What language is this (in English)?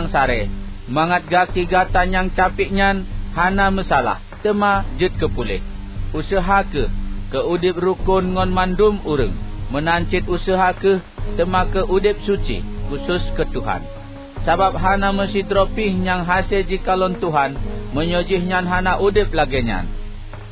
Achinese